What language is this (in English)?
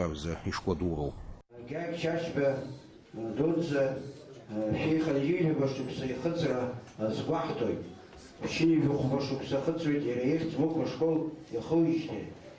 Abkhazian